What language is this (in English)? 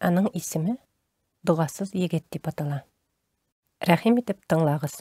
Tatar